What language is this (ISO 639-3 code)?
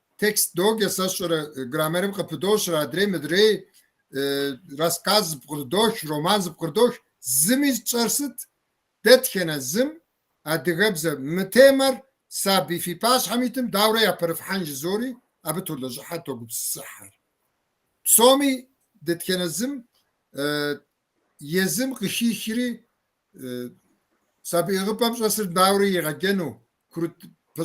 kbd